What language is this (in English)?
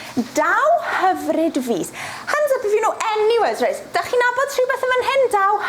Welsh